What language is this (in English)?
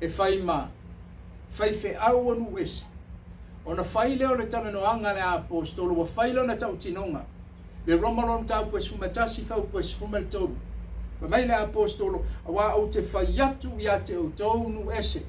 Samoan